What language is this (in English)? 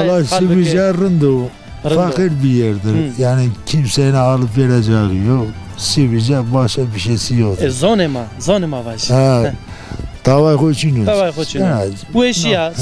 Zaza